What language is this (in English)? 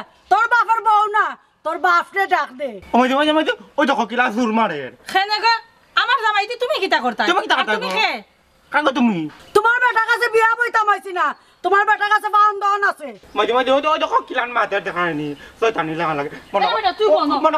Sylheti